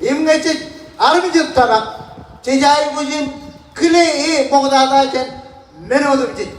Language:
Marshallese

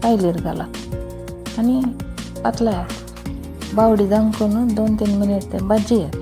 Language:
Konkani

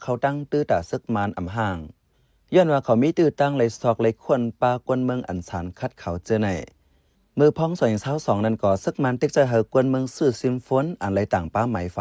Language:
Shan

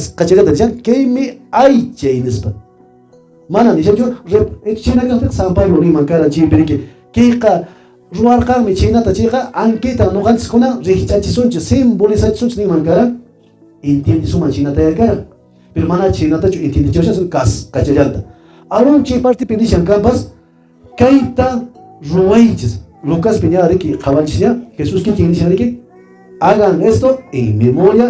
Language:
Quechua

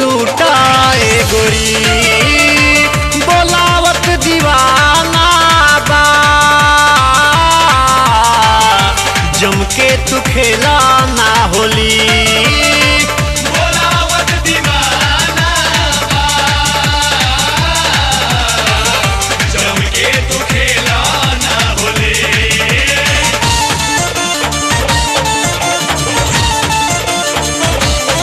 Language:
Bhojpuri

